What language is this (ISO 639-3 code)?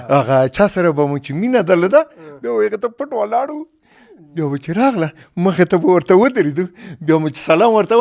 pus